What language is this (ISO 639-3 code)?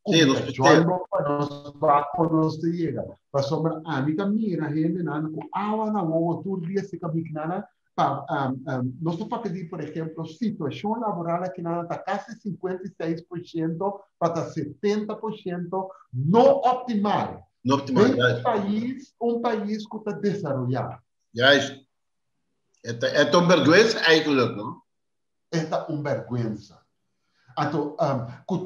pap